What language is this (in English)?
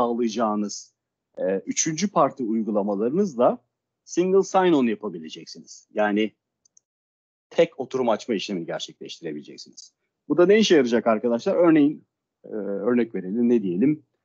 Turkish